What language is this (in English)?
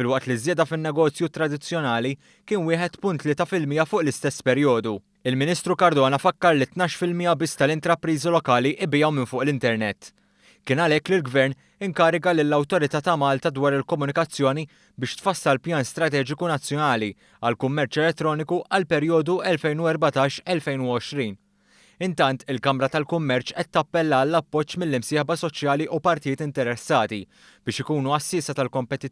Maltese